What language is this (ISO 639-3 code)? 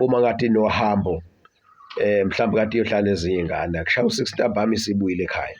zul